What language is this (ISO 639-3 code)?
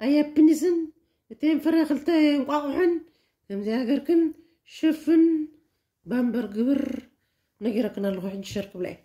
tir